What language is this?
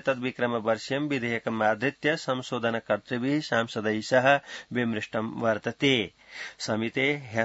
Sanskrit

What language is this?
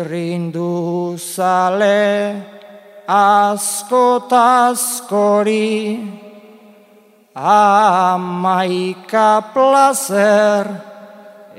Basque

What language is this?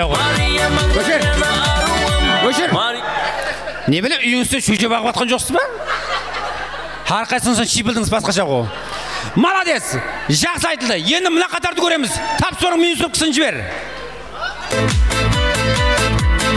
Kara-Kalpak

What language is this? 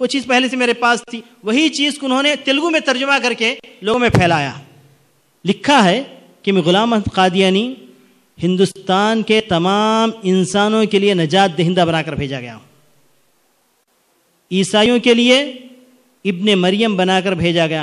Urdu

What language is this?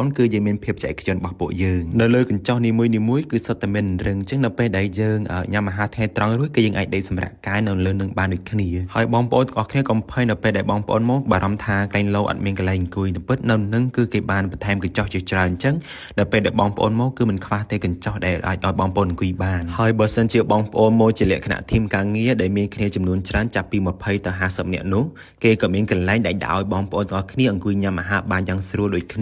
Khmer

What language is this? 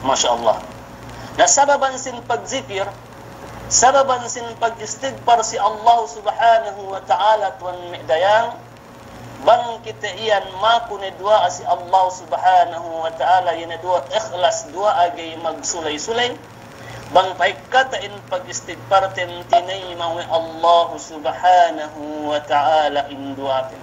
Yakan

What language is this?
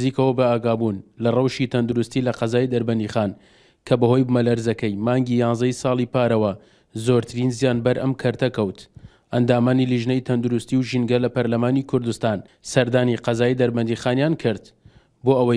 Central Kurdish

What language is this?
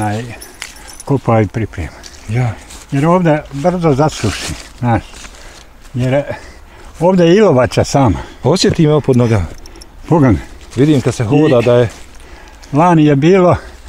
Bosnian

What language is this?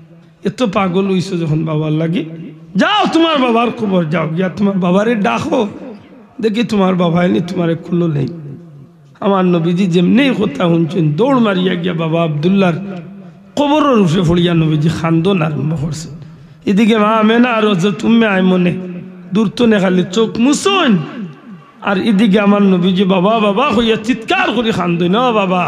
Sylheti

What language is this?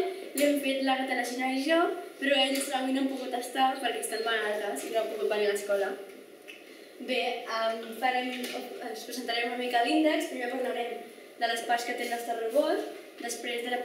Catalan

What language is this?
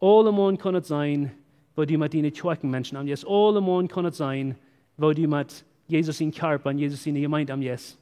Plautdietsch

